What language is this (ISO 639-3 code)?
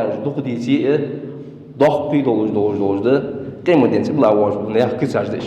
inh